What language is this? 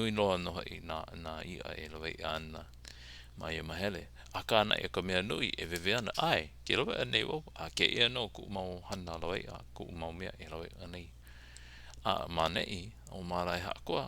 Hawaiian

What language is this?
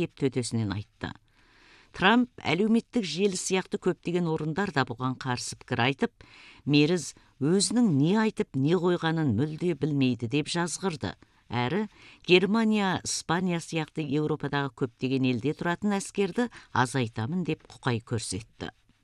Kazakh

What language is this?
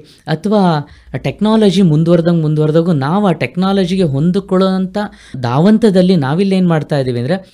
Kannada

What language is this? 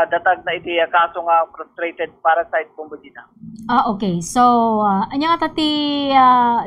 Iloko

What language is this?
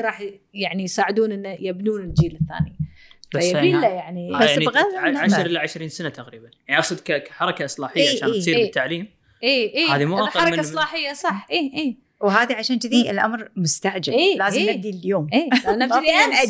Gulf Arabic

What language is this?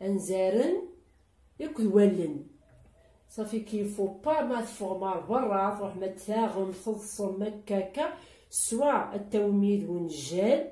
Kabyle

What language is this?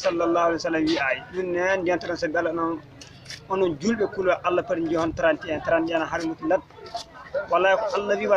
Fula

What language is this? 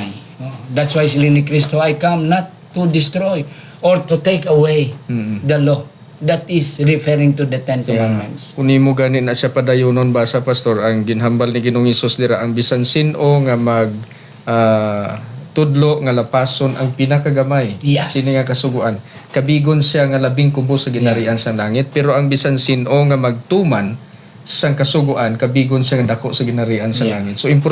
Hiligaynon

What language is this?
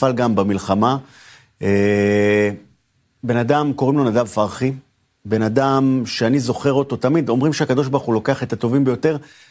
Hebrew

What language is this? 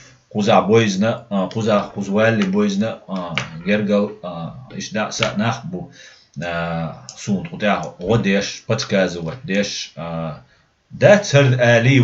Chechen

